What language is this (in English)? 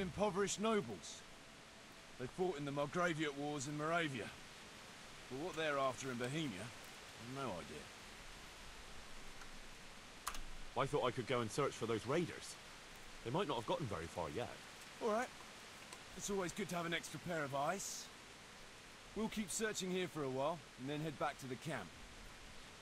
English